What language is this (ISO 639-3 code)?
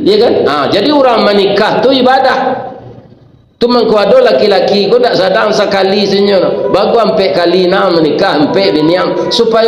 min